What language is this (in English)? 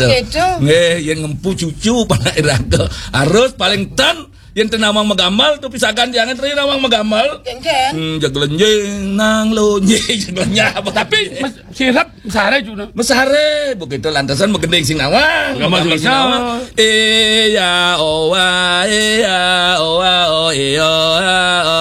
Balinese